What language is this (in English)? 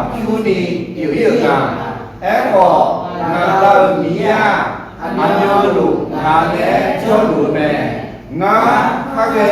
Akha